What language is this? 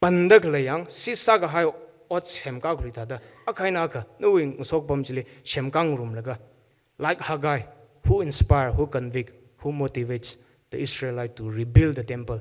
Tangkhul Naga (India)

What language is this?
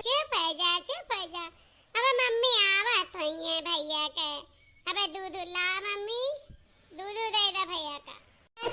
Awadhi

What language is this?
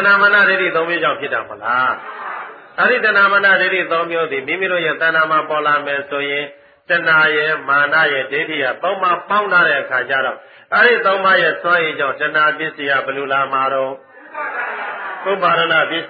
Burmese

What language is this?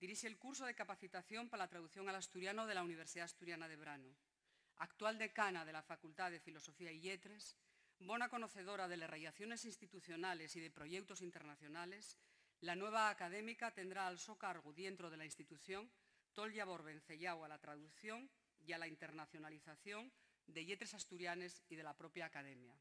Asturian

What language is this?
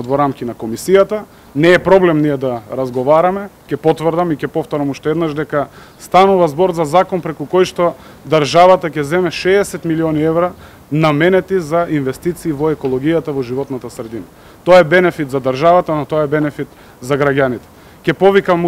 Macedonian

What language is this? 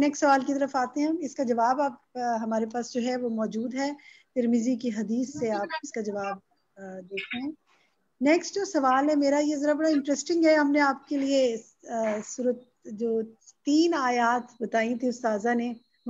Urdu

